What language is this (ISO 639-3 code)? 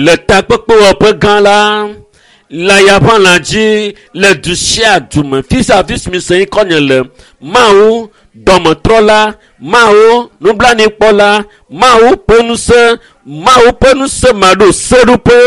ewe